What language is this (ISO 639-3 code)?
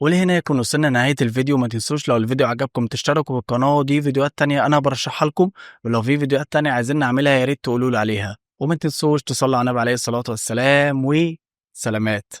arz